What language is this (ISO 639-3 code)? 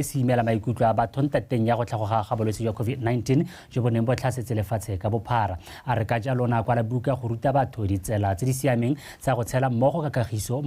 tsn